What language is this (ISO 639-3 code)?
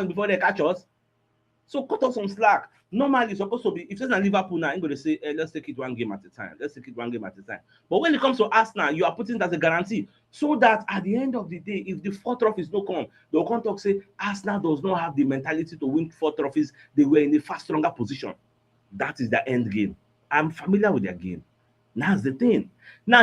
pcm